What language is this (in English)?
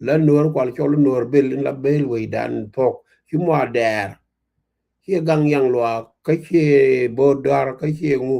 Nuer